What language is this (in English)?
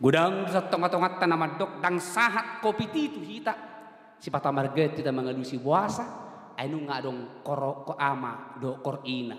Batak Toba